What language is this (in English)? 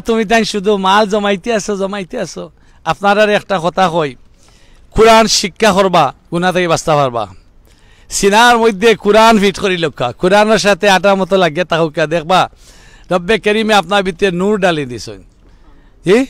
Sylheti